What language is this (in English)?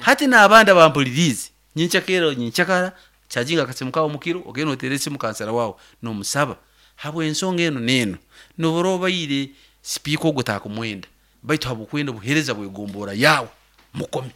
Nyankole